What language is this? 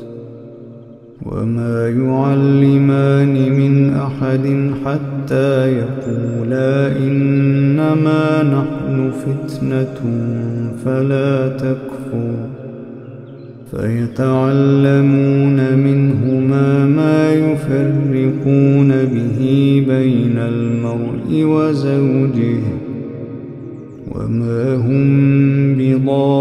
Arabic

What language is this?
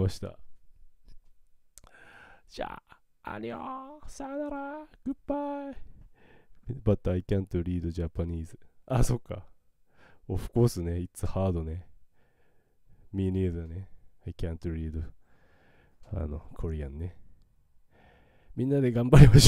Japanese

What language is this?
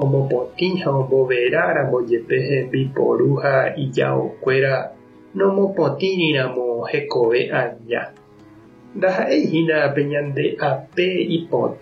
Guarani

